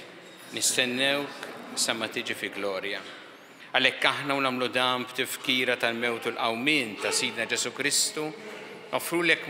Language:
Maltese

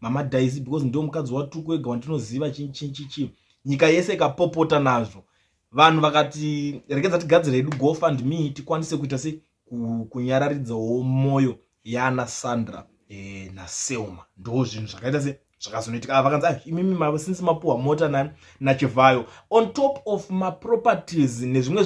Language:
Shona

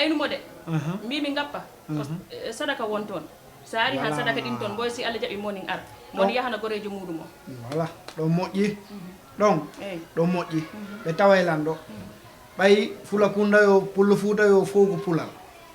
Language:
Fula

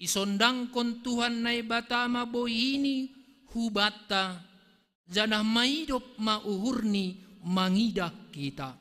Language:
Batak Simalungun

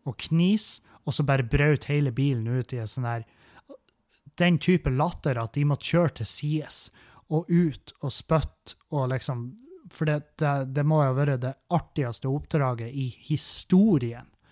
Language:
Norwegian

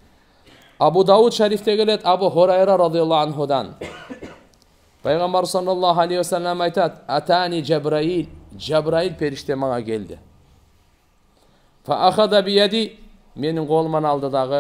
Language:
Kyrgyz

